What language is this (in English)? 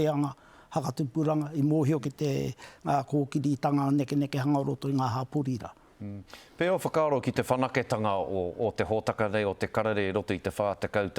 Māori